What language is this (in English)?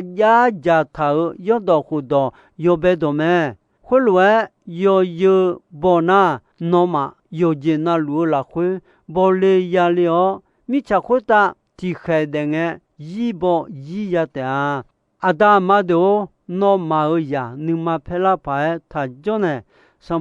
Akha